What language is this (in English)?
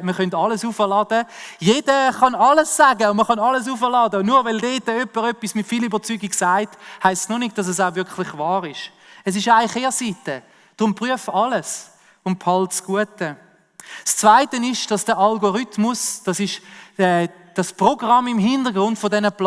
Swiss German